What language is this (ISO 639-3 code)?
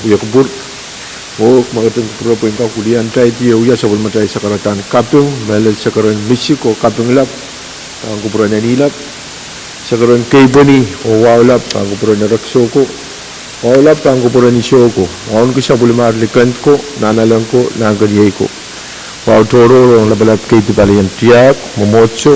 pon